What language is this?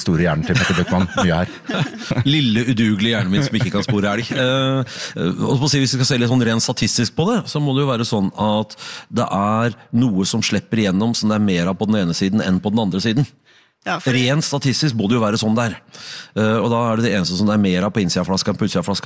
Norwegian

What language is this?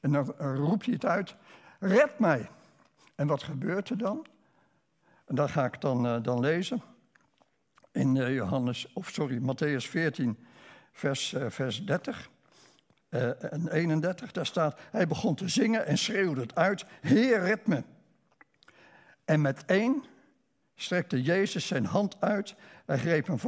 Dutch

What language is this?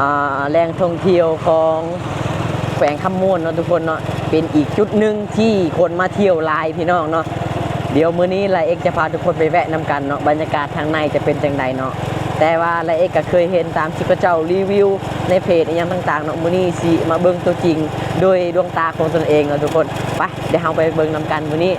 Lao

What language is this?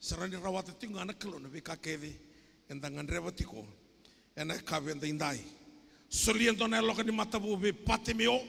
Fijian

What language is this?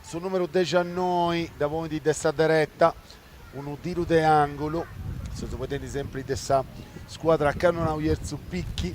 Sardinian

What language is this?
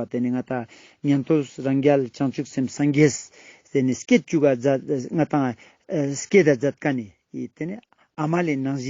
Ladakhi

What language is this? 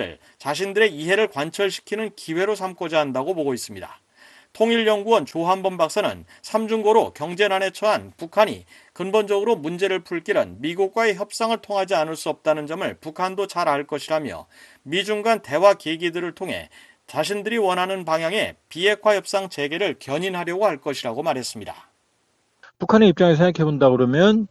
Korean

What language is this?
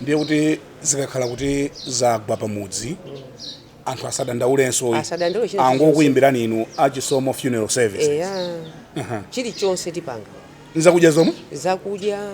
Nyanja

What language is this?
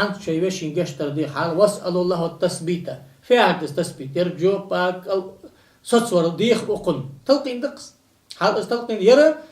Ingush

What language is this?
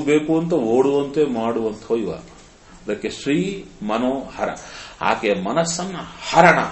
Kannada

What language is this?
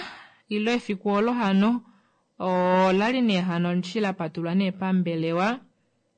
Kuanyama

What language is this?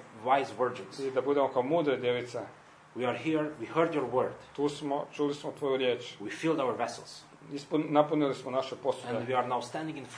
Croatian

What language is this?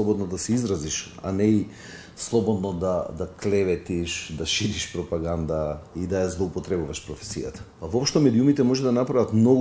Macedonian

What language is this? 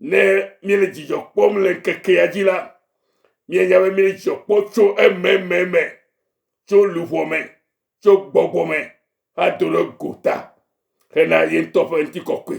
Ewe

